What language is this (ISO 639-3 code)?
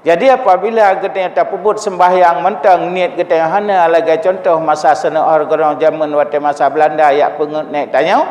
ace